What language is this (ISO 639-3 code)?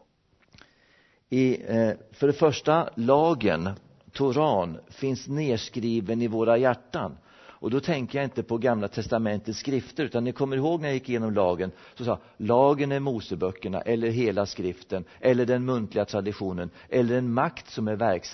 swe